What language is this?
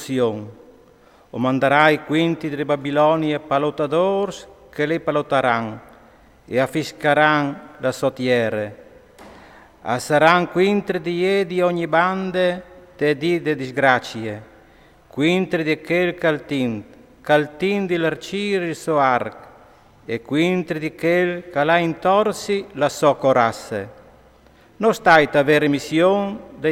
Friulian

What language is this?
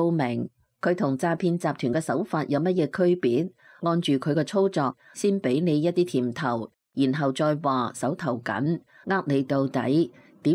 Cantonese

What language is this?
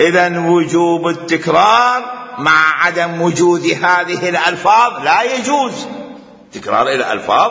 Mesopotamian Arabic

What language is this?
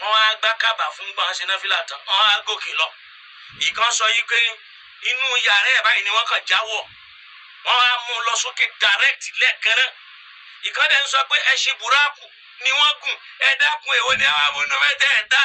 Yoruba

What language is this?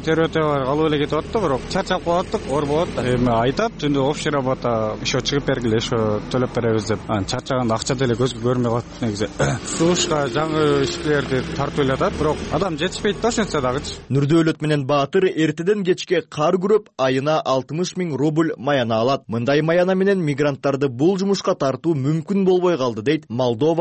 Kyrgyz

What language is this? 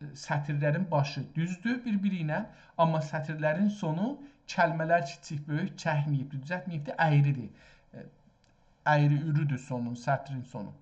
South Azerbaijani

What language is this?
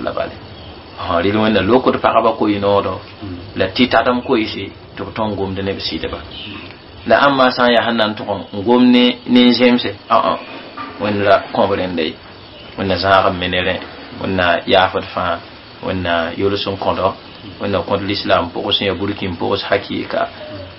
Mossi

